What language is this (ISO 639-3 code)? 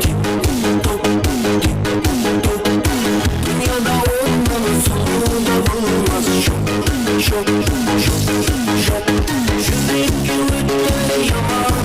kaa